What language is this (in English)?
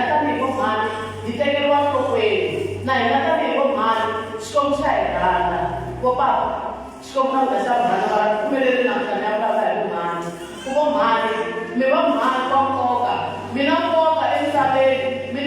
Tsonga